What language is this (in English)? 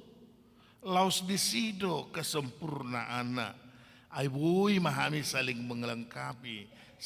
Batak Toba